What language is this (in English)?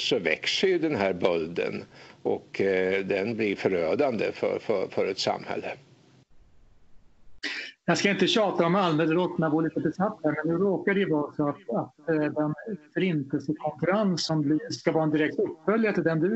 Swedish